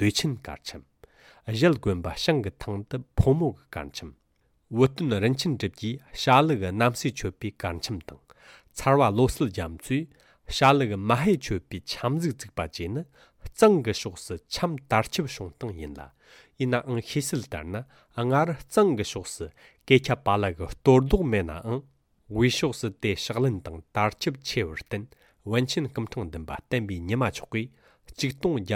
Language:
Tibetan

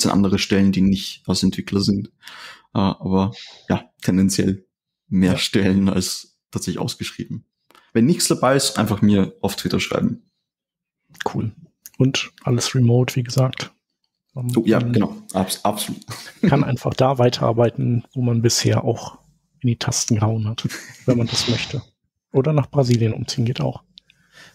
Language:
German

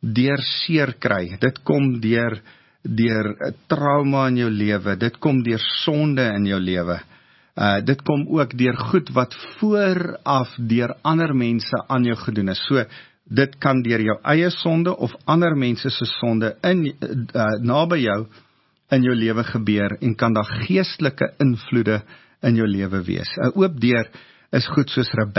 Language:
Afrikaans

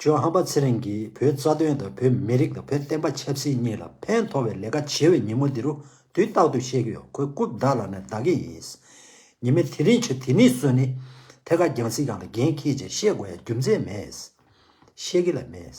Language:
Tibetan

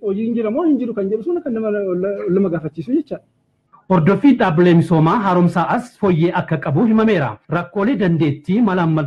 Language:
Oromo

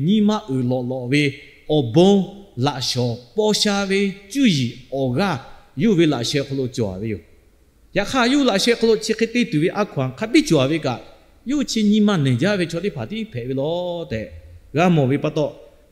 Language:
Lahu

